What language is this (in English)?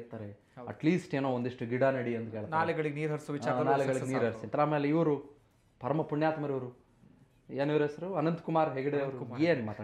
Kannada